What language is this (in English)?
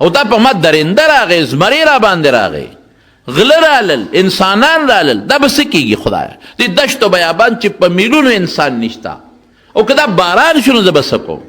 Pashto